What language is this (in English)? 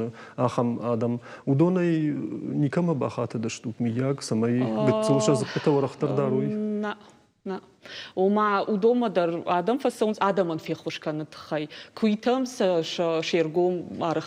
Ossetic